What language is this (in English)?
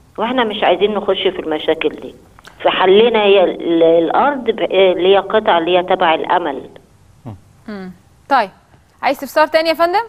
Egyptian Arabic